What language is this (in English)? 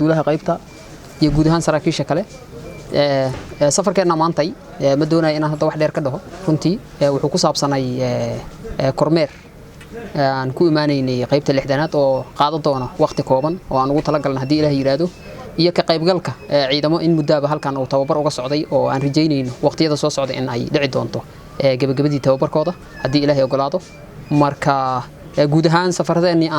Somali